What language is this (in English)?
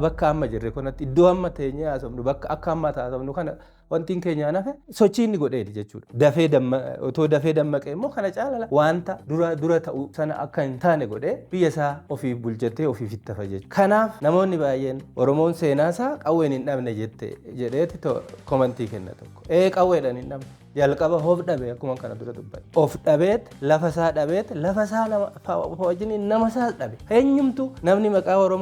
Oromo